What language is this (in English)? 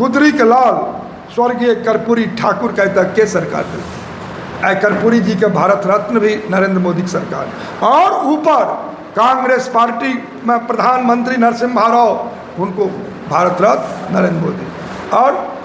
Maithili